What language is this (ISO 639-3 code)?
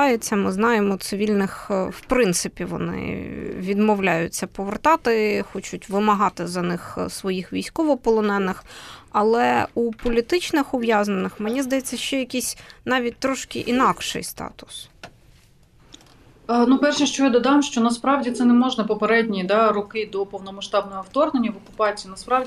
ukr